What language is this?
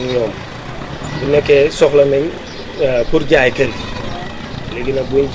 Wolof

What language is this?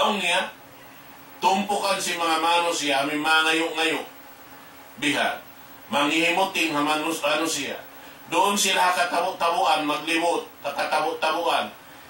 Tausug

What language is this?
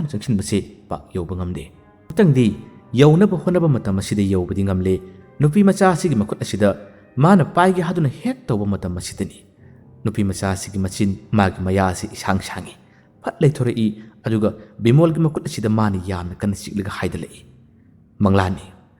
Manipuri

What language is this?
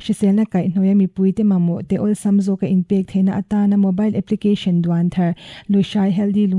Mizo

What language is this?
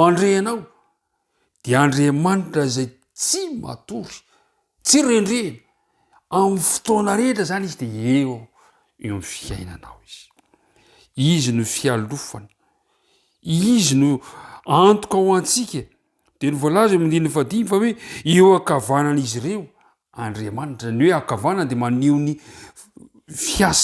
Malagasy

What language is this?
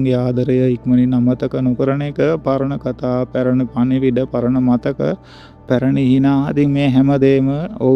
Sinhala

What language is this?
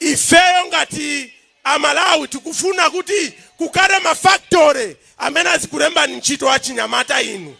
Nyanja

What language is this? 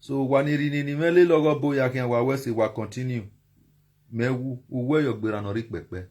Nigerian Pidgin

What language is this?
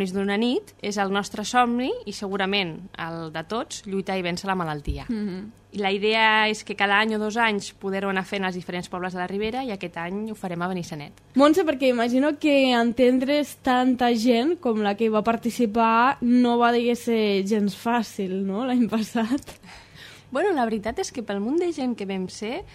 Catalan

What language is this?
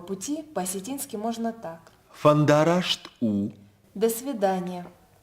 Ossetic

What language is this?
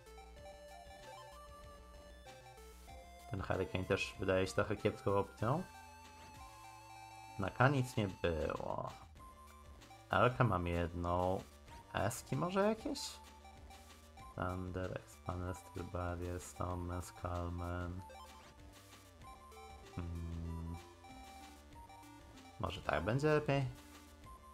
Polish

